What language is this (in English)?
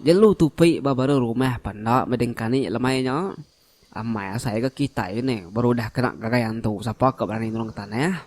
Iban